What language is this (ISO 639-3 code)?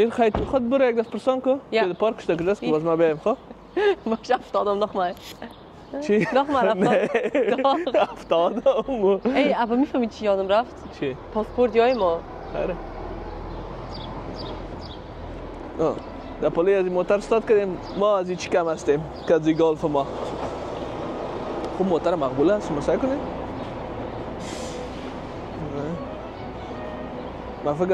fas